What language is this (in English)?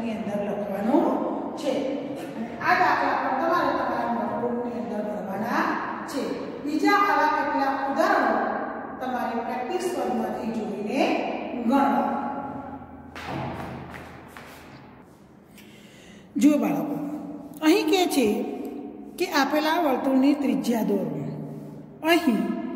Gujarati